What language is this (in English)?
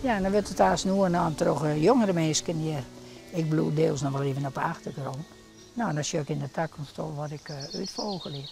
Western Frisian